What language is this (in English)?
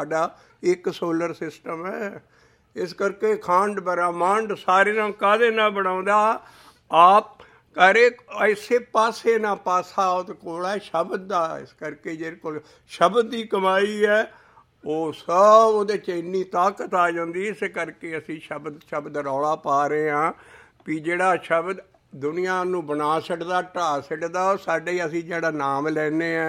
Punjabi